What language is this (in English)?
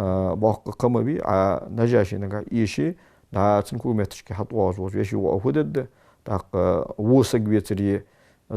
Ingush